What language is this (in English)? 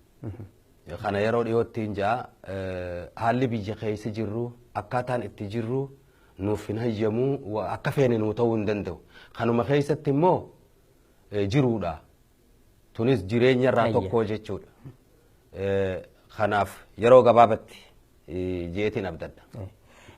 Oromo